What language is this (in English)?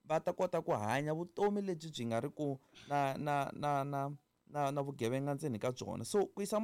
Tsonga